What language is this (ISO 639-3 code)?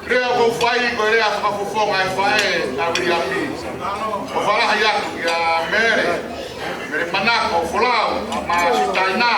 ton